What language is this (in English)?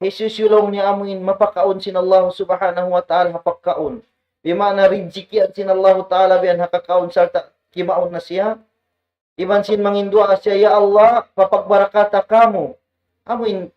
Tausug